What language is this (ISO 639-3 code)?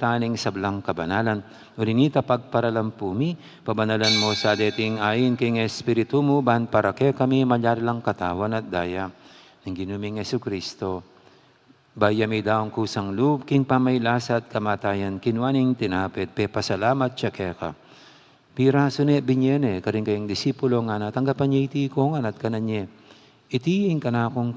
pam